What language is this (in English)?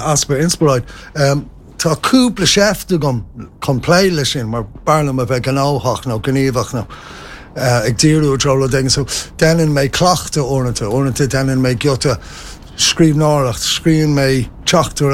Irish